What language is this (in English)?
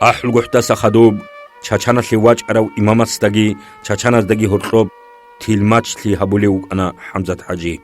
Avaric